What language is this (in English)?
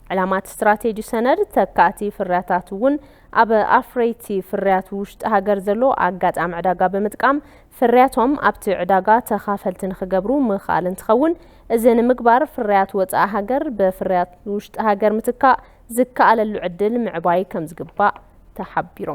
Tigrinya